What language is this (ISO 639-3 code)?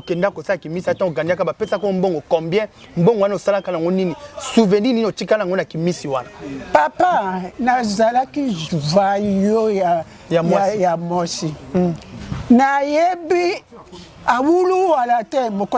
lin